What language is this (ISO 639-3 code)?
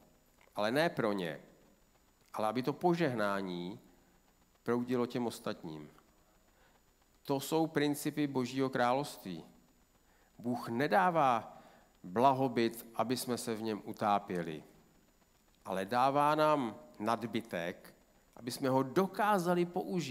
ces